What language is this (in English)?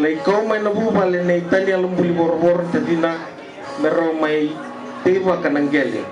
Fijian